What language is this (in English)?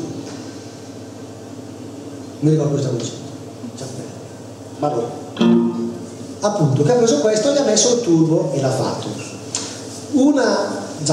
Italian